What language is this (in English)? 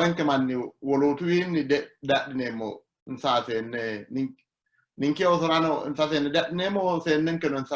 Sidamo